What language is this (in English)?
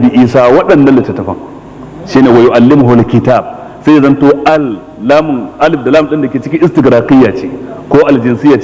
Hausa